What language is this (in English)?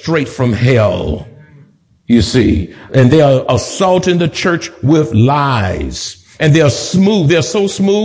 English